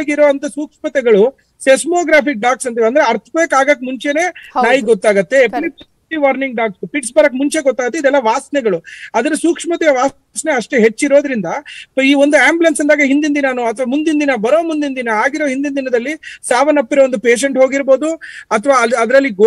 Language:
Kannada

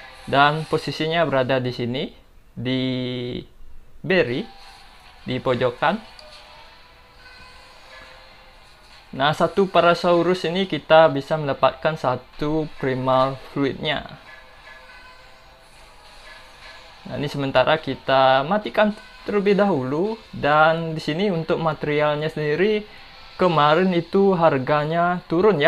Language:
Indonesian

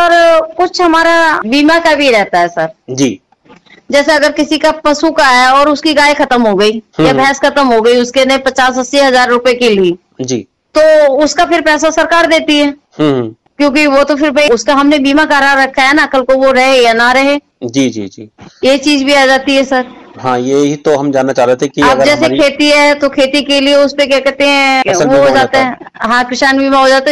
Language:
Hindi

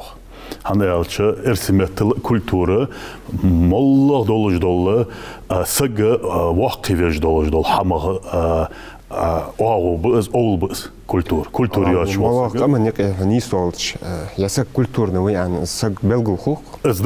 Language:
Ingush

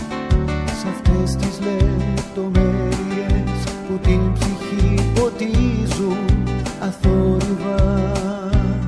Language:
Greek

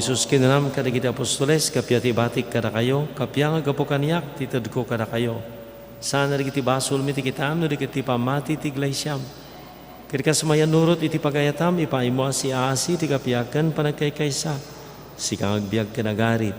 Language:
Iloko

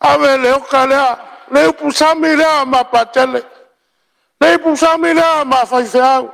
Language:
Samoan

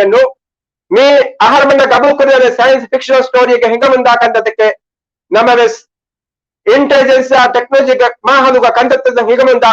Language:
Divehi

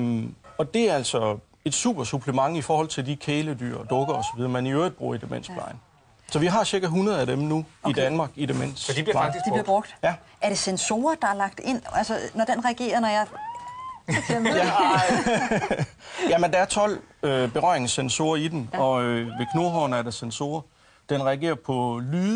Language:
Danish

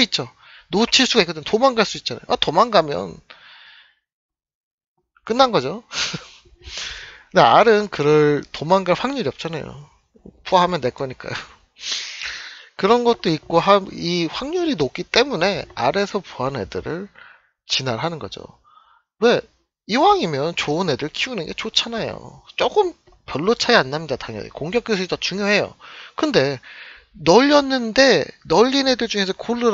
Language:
Korean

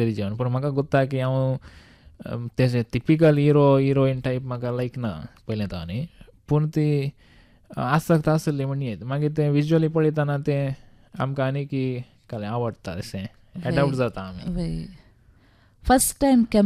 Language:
Konkani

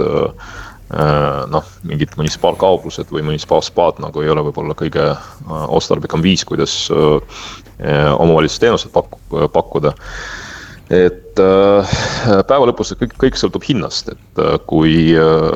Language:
Estonian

